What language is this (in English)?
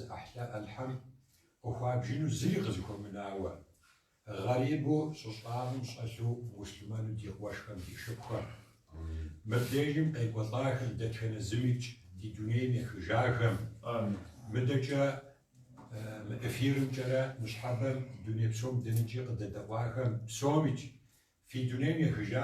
Kabardian